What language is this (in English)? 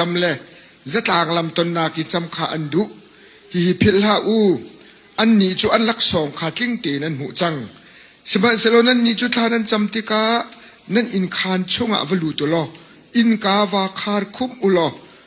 Hakha Chin